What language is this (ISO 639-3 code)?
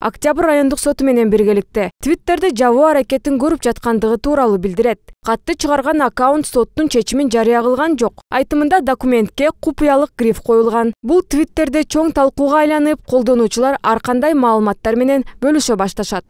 kir